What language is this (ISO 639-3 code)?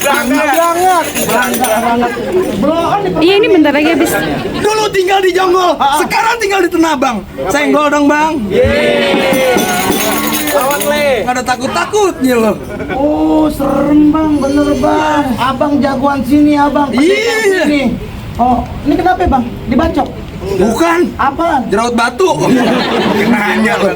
bew